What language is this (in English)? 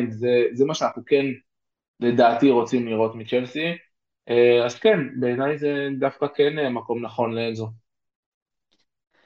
Hebrew